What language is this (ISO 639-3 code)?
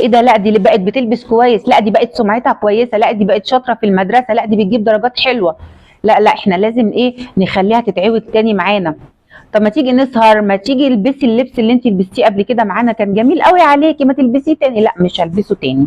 arz